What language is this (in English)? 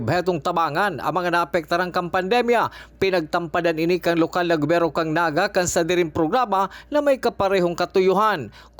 Bikol